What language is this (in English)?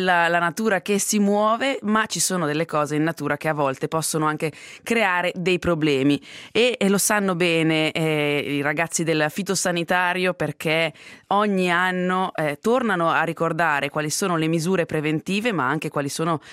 Italian